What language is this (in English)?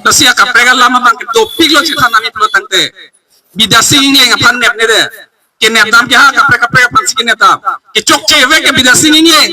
Karbi